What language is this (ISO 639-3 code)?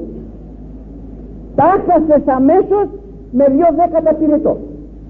ell